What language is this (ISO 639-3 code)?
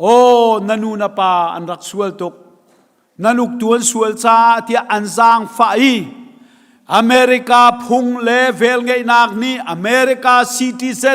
cnh